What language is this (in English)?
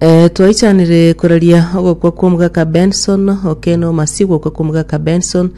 Gusii